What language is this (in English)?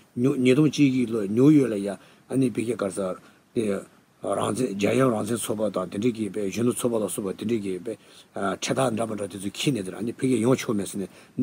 Tibetan